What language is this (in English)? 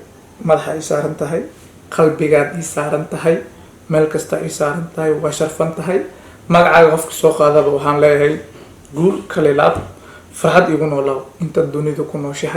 Somali